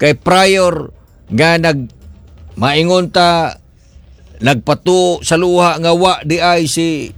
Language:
Cebuano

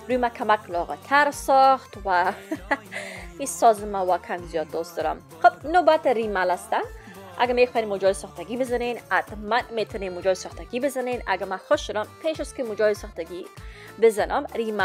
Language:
Persian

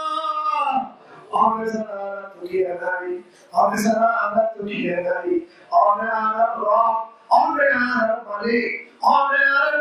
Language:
Rohingya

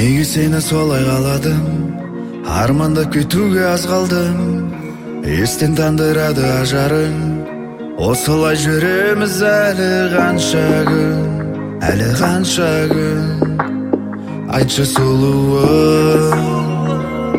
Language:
Kazakh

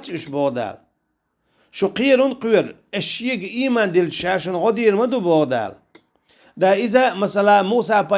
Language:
Chechen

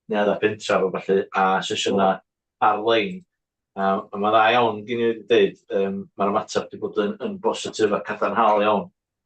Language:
Welsh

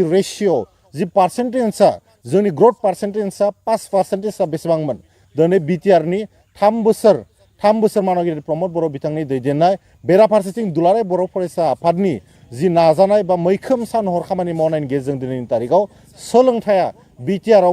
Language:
Bodo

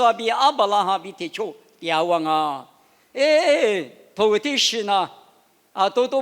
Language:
Lisu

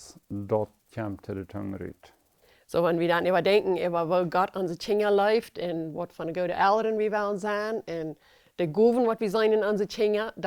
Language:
Plautdietsch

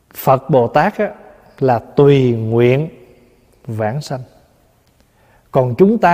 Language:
Vietnamese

